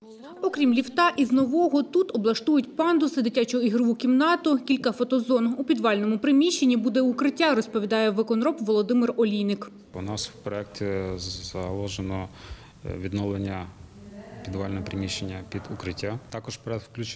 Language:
Ukrainian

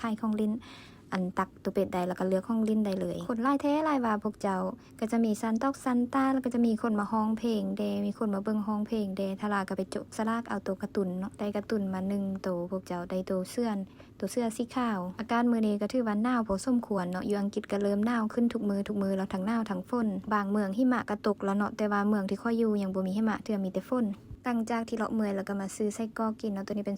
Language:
Lao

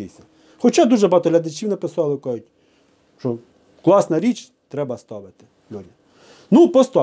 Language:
Ukrainian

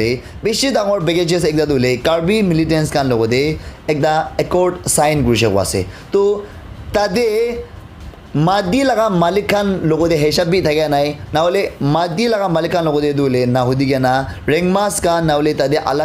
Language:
Naga Pidgin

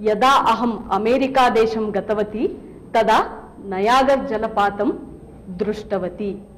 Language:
Sanskrit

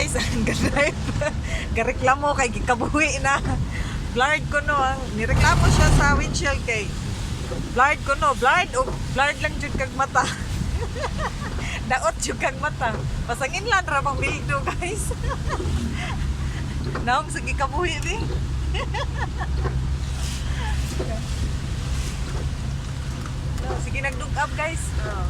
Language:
Cebuano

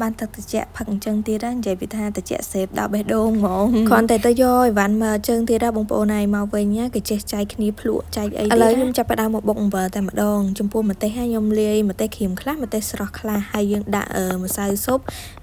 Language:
Khmer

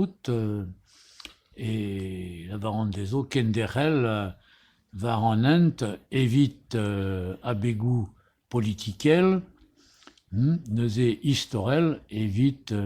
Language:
Breton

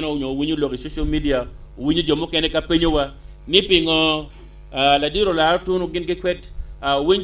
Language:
Acoli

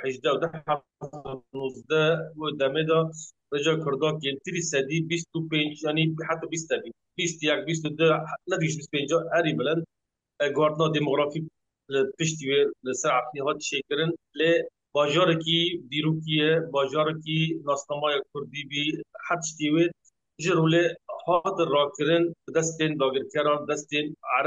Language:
Kurdish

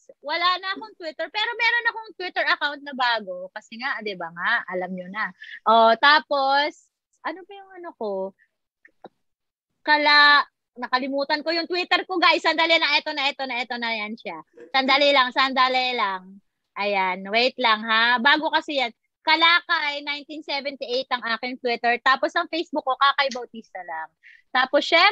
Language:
Filipino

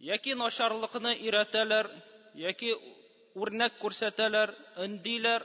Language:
Tatar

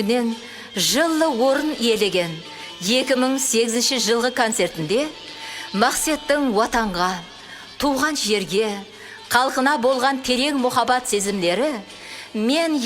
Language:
Kara-Kalpak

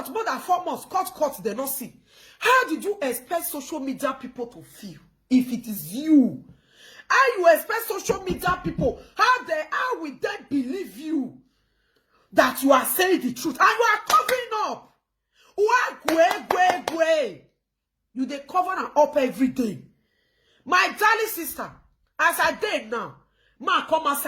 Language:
Nigerian Pidgin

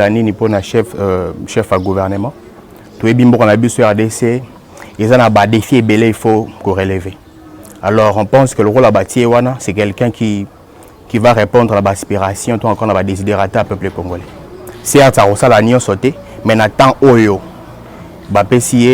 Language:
Lingala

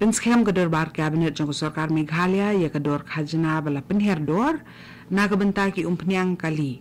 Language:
Khasi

